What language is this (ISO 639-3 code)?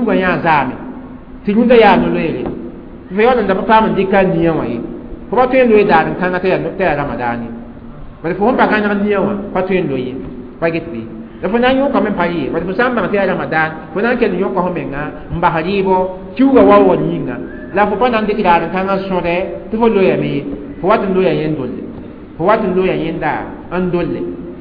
mos